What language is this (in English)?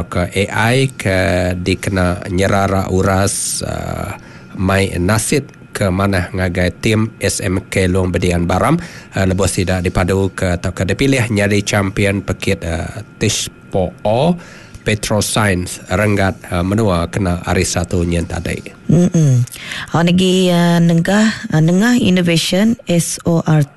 Iban